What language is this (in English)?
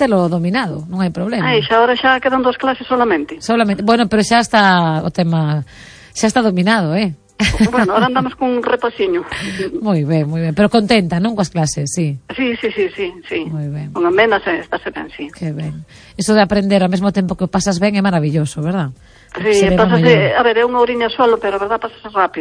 Galician